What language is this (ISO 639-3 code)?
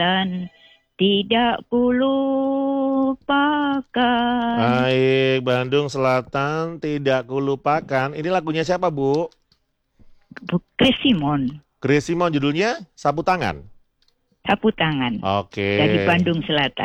ind